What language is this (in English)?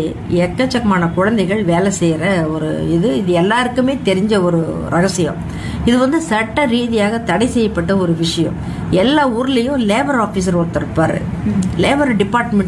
Tamil